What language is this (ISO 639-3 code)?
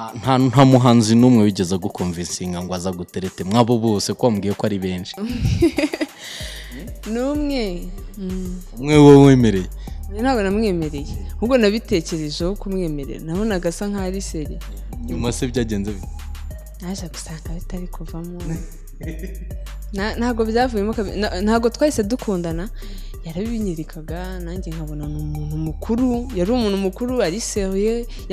kin